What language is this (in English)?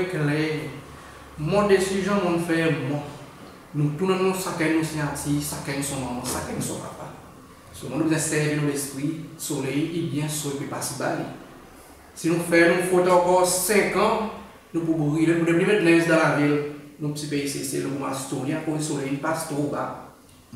Seselwa Creole French